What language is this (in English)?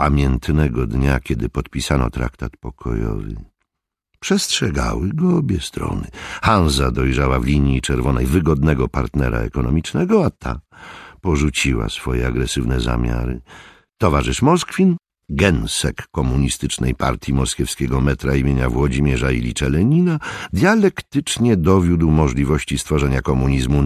Polish